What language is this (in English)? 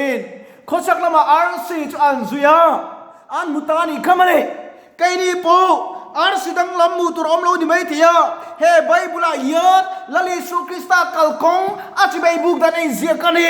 Mizo